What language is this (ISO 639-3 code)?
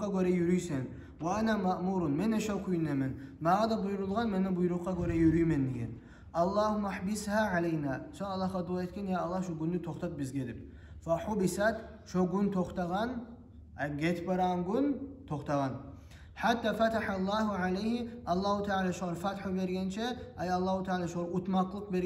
kum